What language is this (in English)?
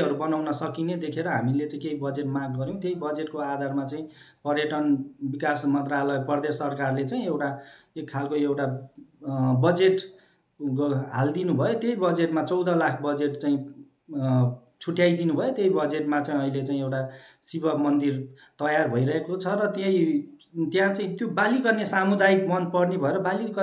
Nepali